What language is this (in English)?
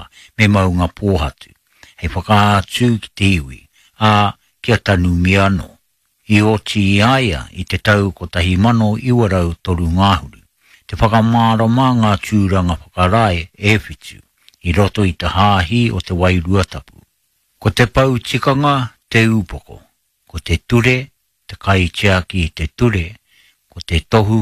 Māori